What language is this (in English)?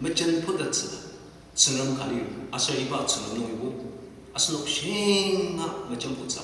Ao Naga